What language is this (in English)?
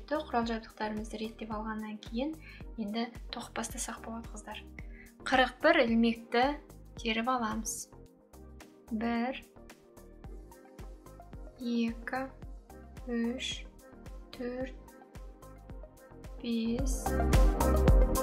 Kazakh